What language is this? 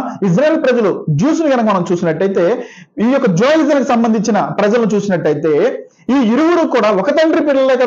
Telugu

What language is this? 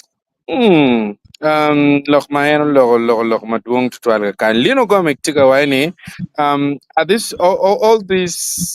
Acoli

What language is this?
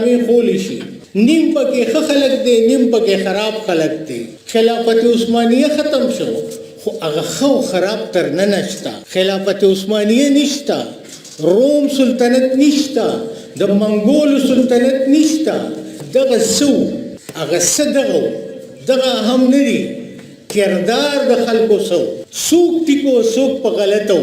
Pashto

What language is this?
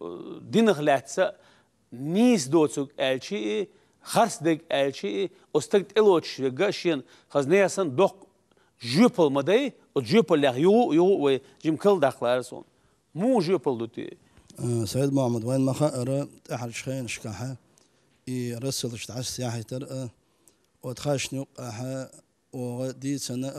Chechen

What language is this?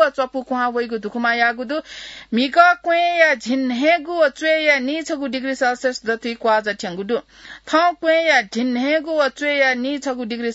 Newari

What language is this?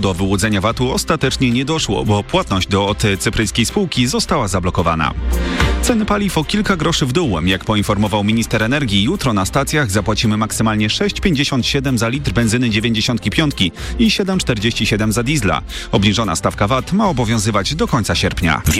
Polish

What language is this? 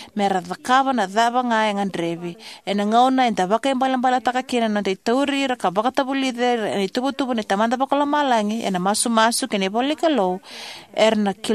Fijian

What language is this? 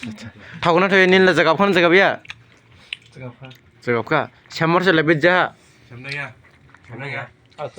Dimasa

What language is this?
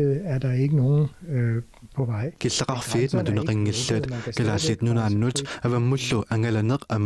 Kalaallisut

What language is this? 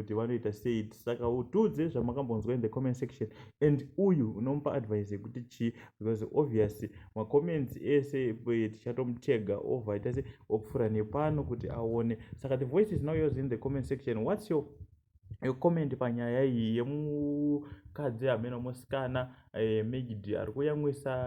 Shona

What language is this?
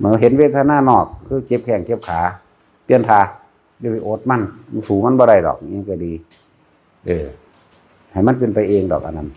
Northeastern Thai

